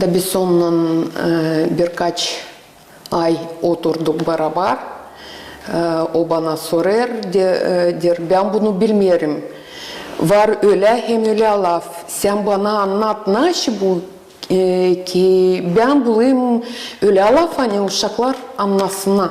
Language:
Gagauz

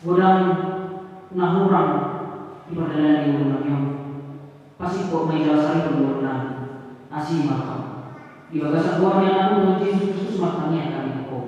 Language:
Batak Toba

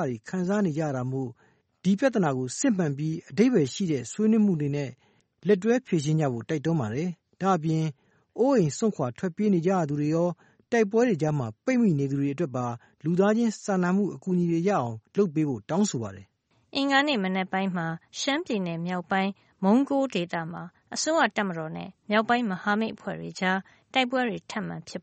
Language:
Burmese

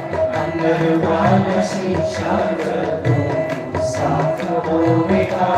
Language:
Dogri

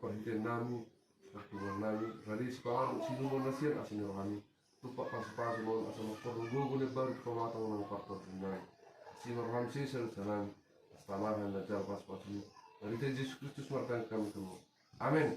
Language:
Batak Toba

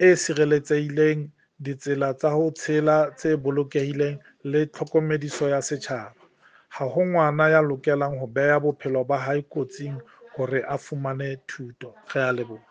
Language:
Southern Sotho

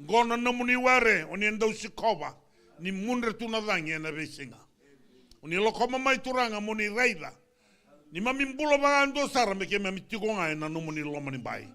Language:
Fijian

